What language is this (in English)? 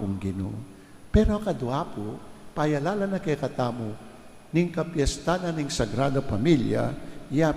Pampanga